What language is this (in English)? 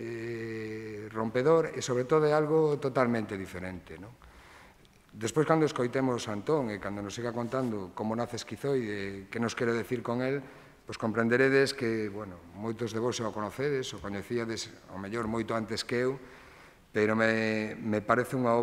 Galician